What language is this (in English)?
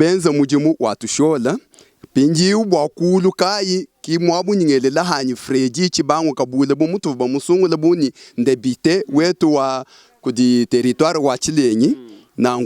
Luba-Lulua